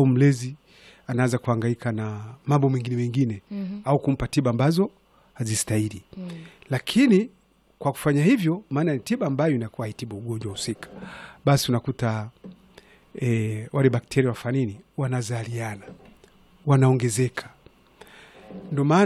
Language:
Swahili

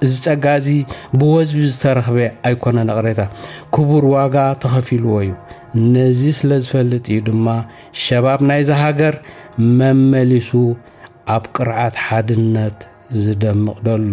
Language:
Tigrinya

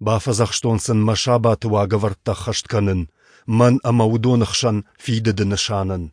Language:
Ossetic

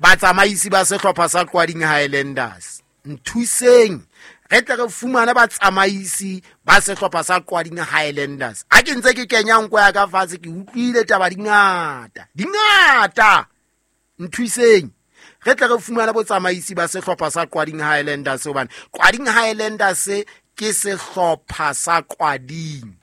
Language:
Southern Sotho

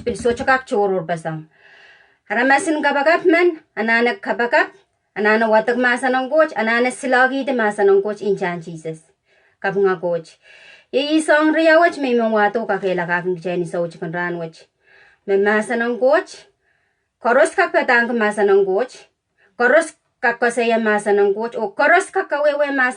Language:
Pohnpeian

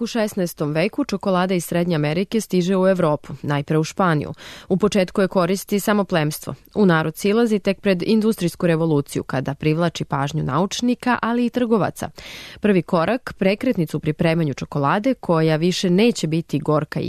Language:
Serbian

